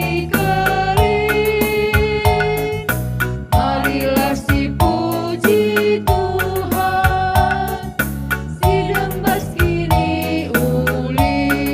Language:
Batak Karo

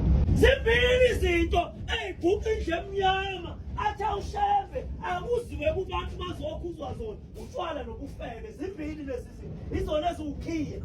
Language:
Zulu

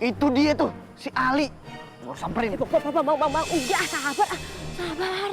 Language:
Betawi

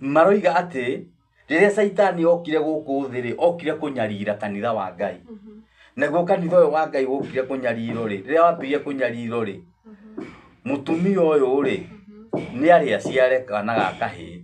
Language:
Kikuyu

